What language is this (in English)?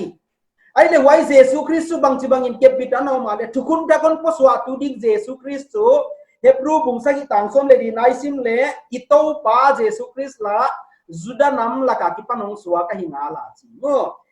Paite Chin